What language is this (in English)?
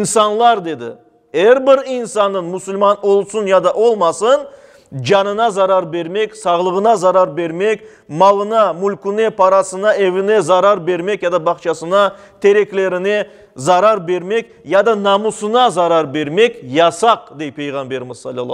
Crimean Tatar